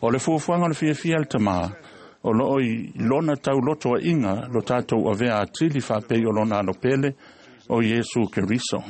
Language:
Samoan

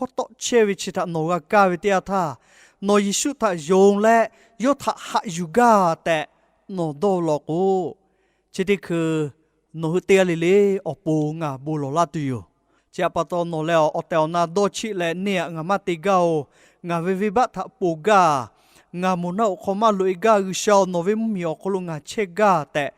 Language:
Lahu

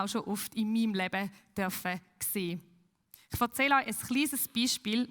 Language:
Swiss German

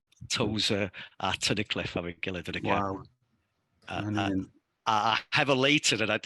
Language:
Welsh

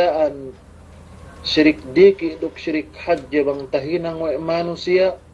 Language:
Yakan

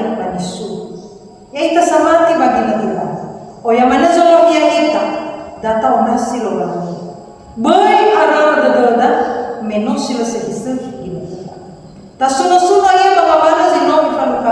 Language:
Nias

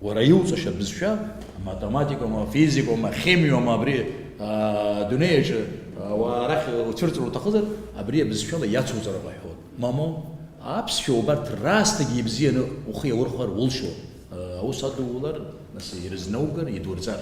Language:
Abkhazian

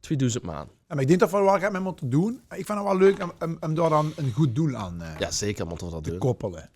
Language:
Limburgish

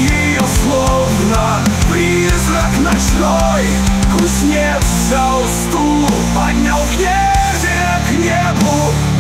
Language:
Russian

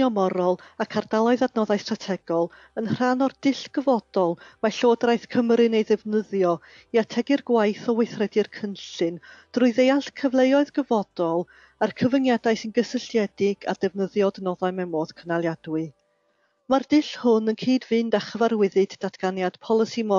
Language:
Welsh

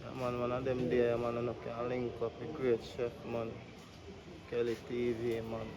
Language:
Jamaican Creole English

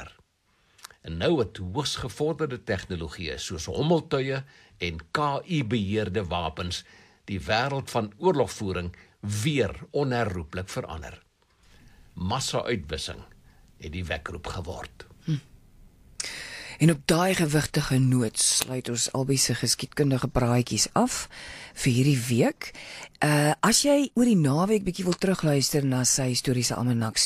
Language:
Afrikaans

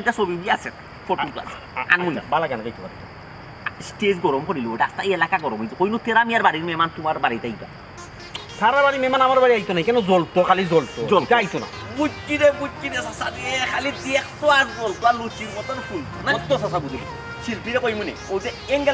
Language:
Sylheti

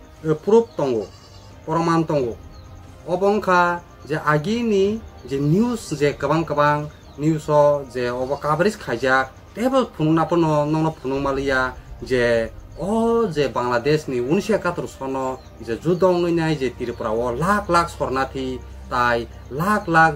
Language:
Kok Borok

